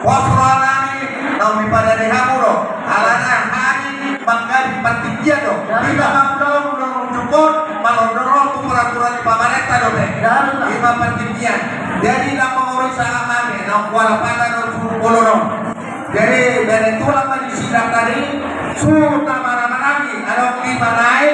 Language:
Batak Toba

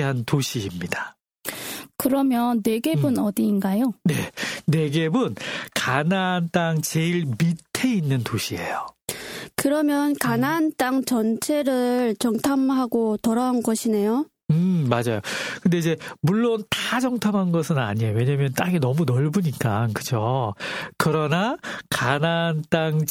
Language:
Korean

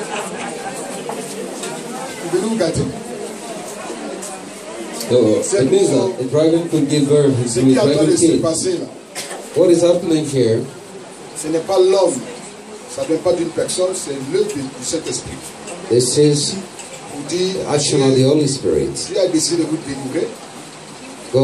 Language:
French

